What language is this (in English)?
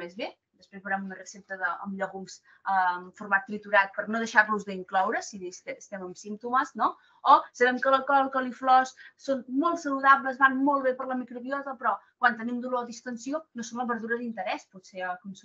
Catalan